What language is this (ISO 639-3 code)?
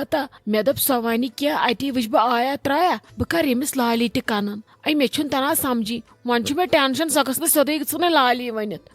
kas